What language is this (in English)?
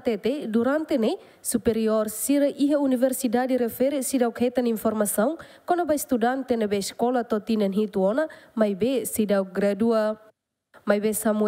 Tetum